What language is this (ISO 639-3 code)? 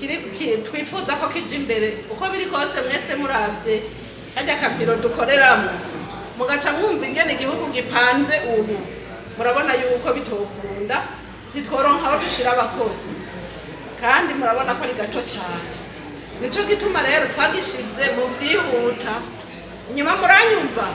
run